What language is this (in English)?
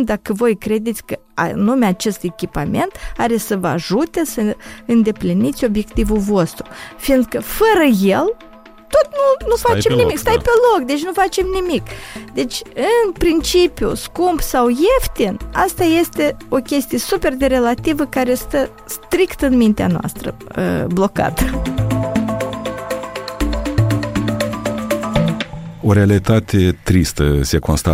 Romanian